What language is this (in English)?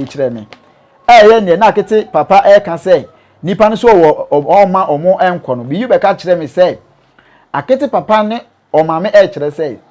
Akan